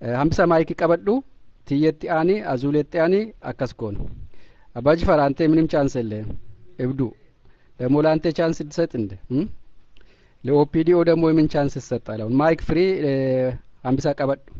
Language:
Oromo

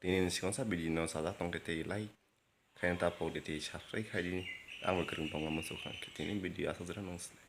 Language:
Kok Borok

